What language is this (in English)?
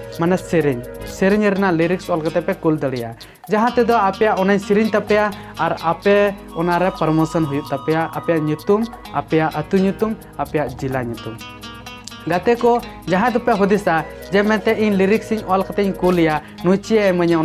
Santali